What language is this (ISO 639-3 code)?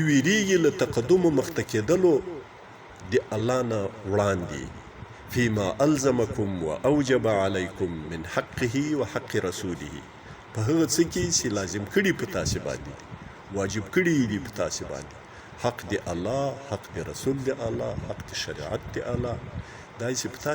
pus